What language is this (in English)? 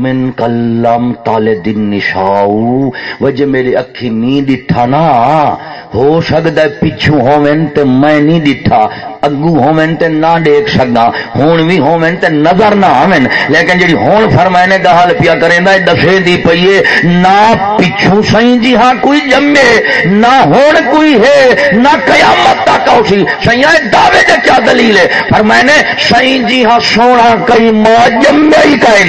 Saraiki